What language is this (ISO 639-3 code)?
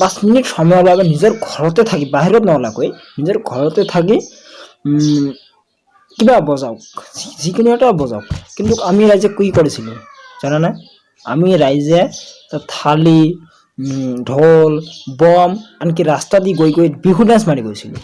asm